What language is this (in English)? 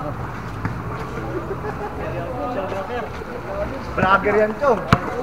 Filipino